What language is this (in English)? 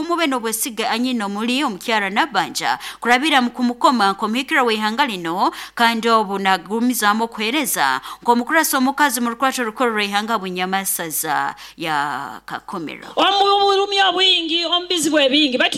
Nyoro